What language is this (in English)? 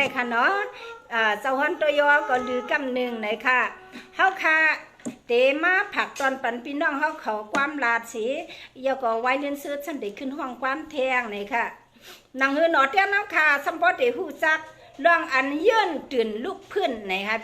Shan